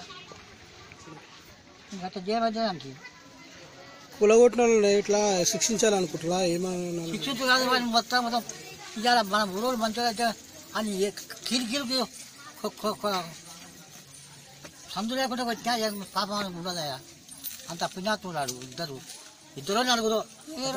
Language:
Telugu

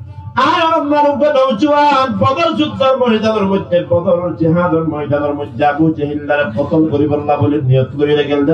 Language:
Rohingya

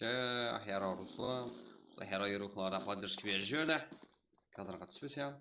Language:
Kara-Kalpak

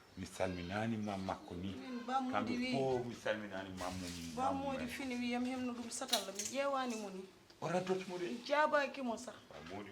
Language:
Fula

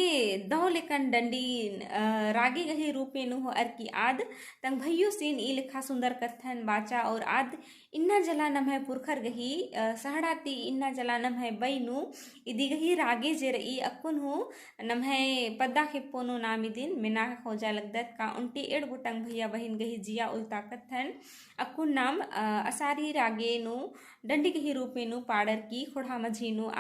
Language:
Kurukh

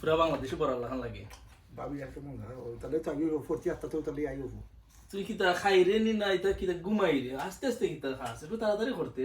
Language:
Sylheti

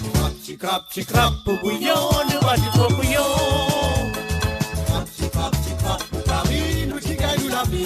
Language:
Morisyen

